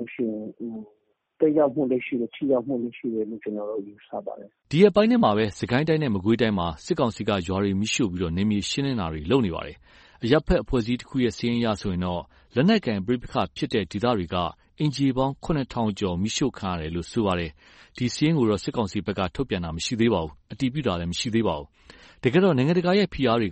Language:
Burmese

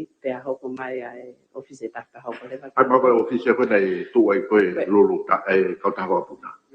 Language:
Tongan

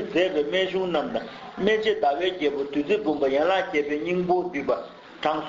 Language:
Tibetan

